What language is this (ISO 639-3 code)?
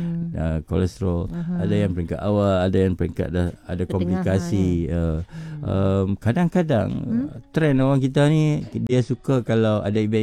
msa